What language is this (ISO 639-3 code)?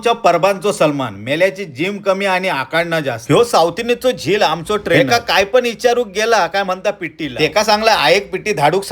kok